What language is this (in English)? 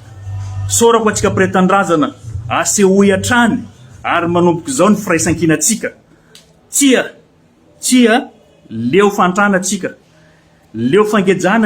Malagasy